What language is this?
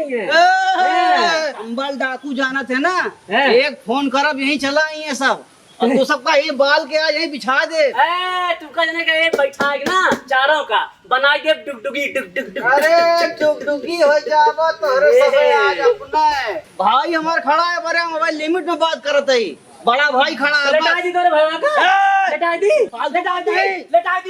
Awadhi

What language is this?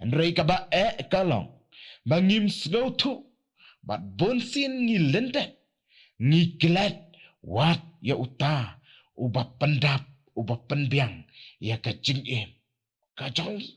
Khasi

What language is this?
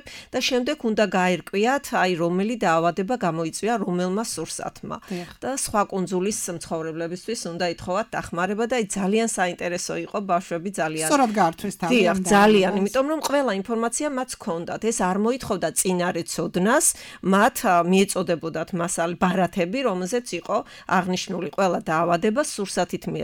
Georgian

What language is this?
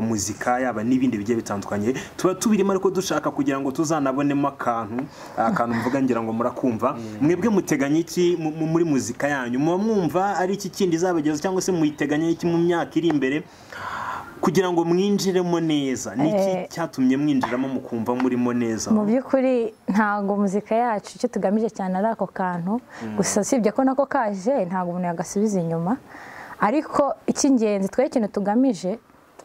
Kinyarwanda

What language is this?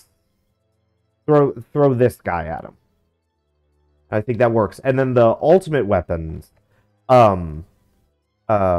English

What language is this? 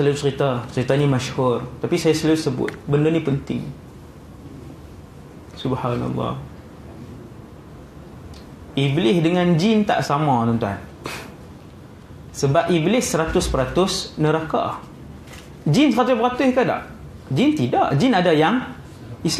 Malay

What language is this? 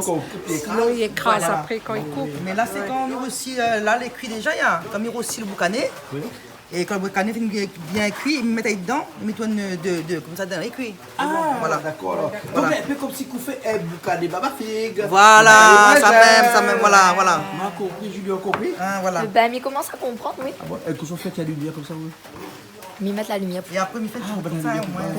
Réunion Creole French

